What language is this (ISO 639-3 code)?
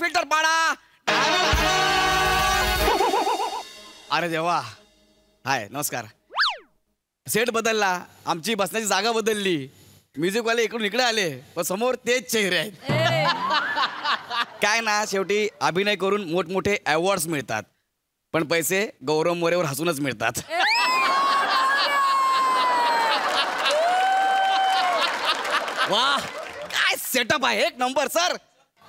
mar